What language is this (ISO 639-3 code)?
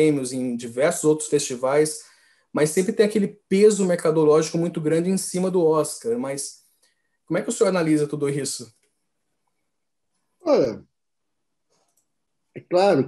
por